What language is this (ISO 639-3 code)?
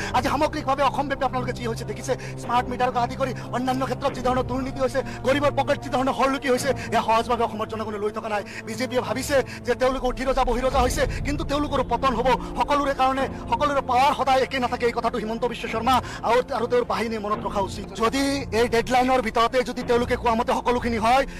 asm